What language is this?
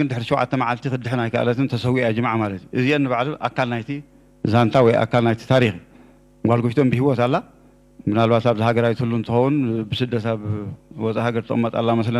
Tigrinya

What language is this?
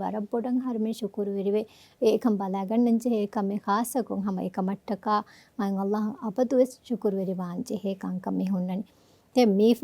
Divehi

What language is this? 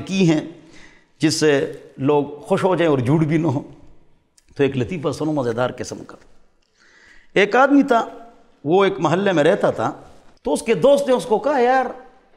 Urdu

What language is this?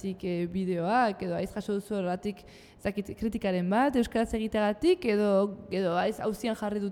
Basque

